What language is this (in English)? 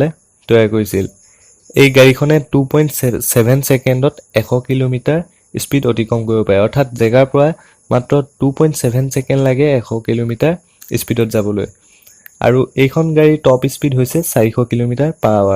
Assamese